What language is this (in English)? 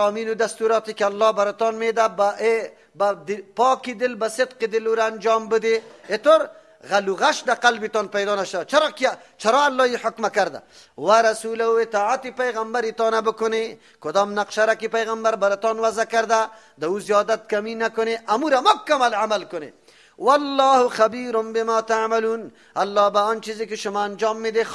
Persian